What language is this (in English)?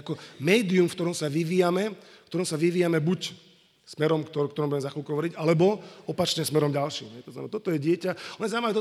Slovak